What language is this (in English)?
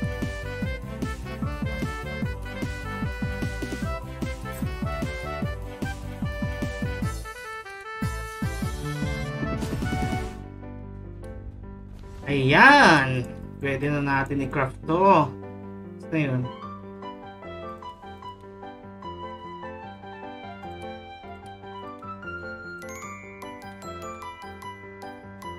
Filipino